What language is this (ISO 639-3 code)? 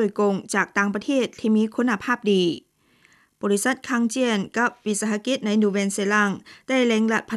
lao